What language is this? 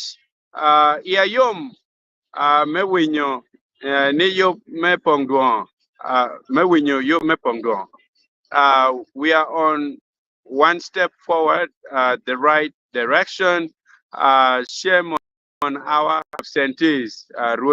Acoli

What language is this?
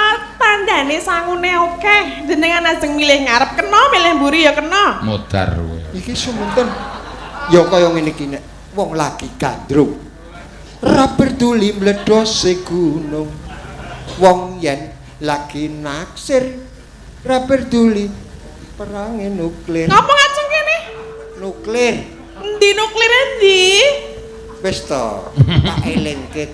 Javanese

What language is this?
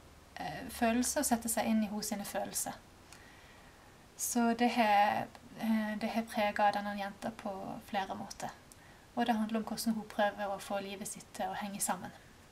Norwegian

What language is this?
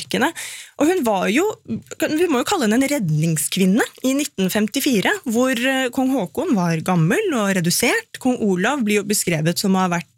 Norwegian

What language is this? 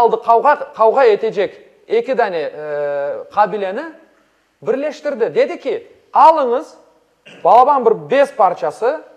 Crimean Tatar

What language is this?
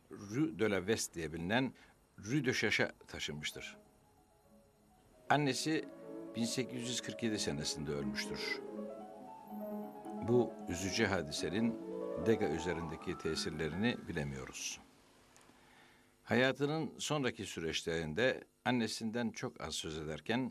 Turkish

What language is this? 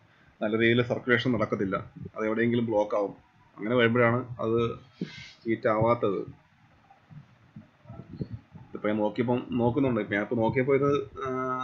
Malayalam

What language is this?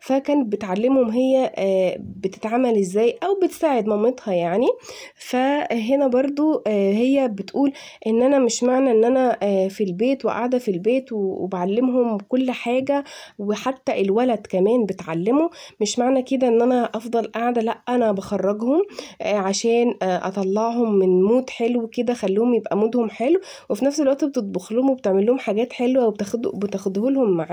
Egyptian Arabic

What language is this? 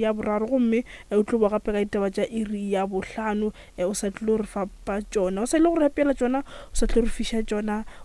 Northern Sotho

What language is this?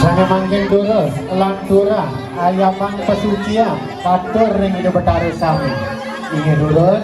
Balinese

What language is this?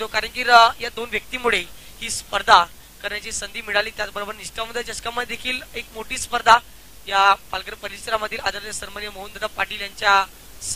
Marathi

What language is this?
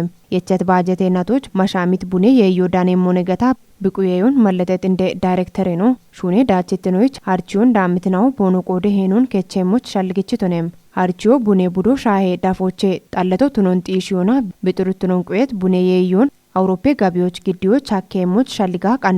Kafa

